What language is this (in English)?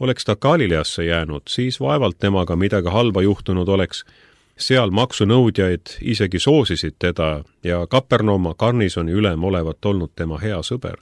Estonian